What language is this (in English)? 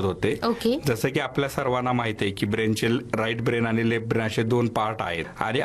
Marathi